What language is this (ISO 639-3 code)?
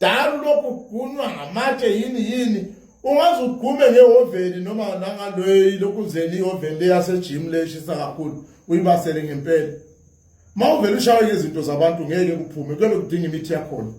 zul